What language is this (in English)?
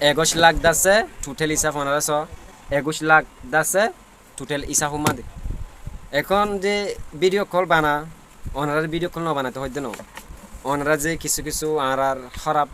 Rohingya